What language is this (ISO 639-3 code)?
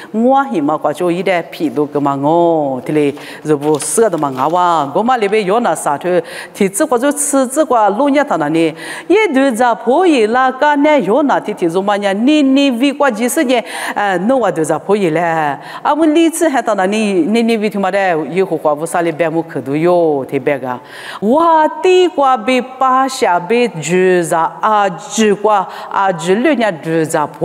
lis